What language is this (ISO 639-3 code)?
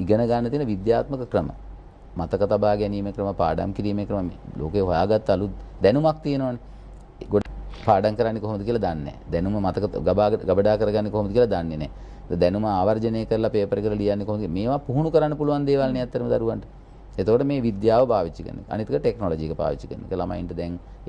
sin